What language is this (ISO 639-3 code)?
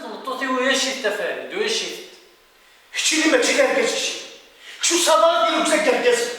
kab